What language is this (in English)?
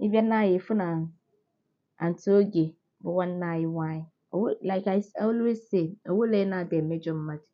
Igbo